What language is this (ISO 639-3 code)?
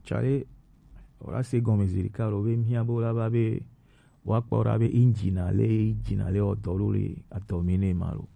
gej